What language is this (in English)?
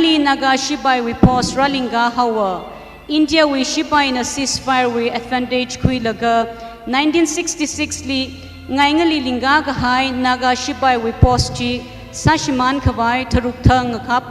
Tangkhul Naga (India)